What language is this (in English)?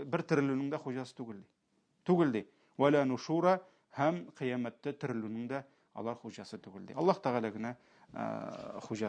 Tatar